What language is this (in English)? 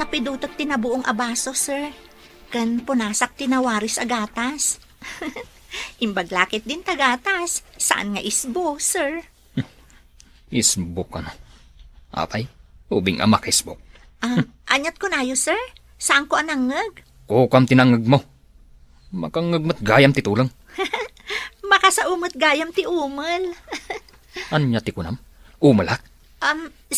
Iloko